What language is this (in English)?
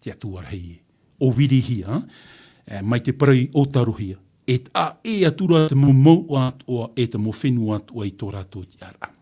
Tahitian